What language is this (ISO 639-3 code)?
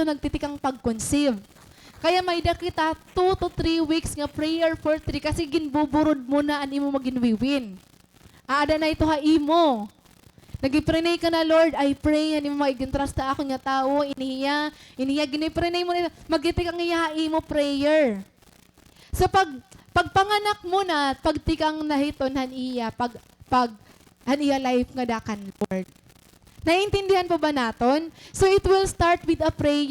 war